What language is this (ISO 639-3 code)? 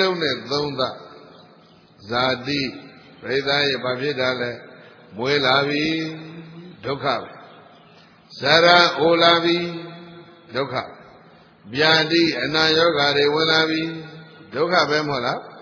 mya